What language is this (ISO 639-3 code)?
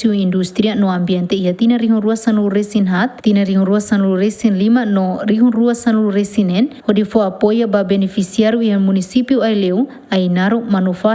tet